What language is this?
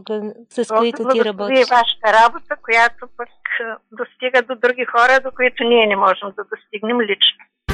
Bulgarian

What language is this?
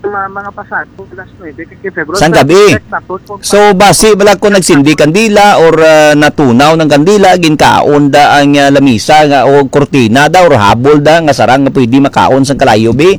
Hiligaynon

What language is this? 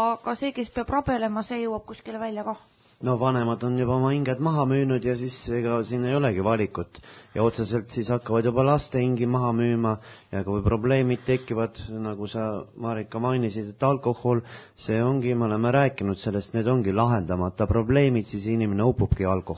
Estonian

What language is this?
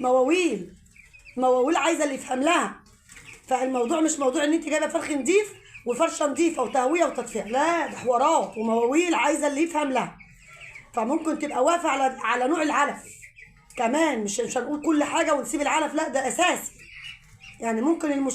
Egyptian Arabic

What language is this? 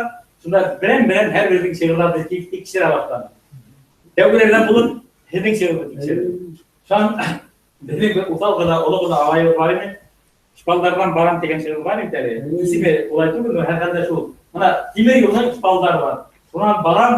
Bashkir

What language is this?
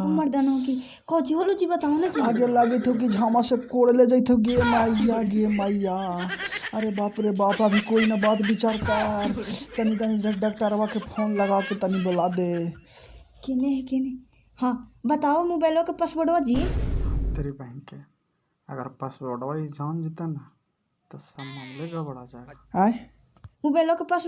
Magahi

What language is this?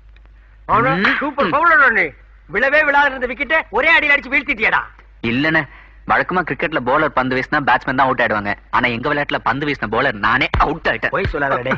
Tamil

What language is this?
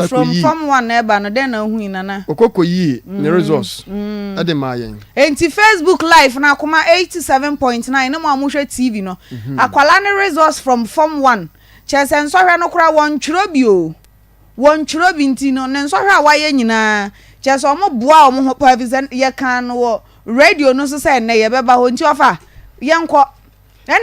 Akan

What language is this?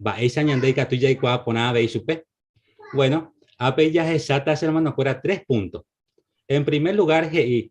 Guarani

